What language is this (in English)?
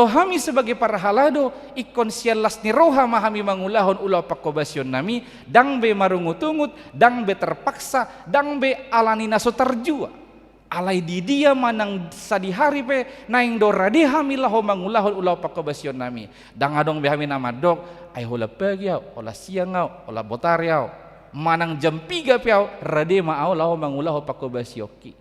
Batak Toba